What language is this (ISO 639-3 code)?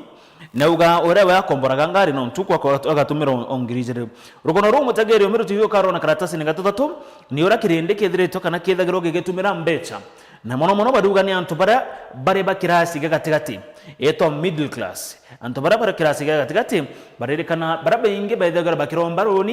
mer